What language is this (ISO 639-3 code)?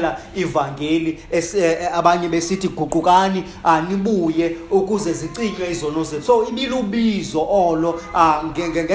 xho